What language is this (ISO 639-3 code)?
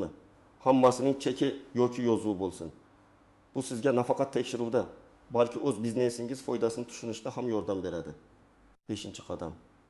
uzb